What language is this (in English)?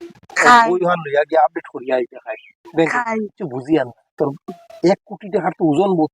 Sylheti